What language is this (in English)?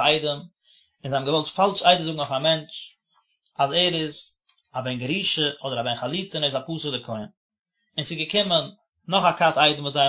Yiddish